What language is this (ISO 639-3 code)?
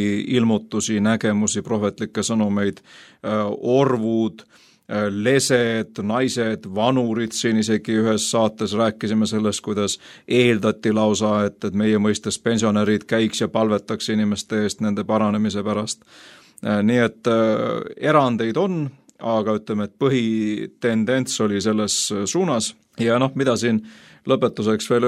est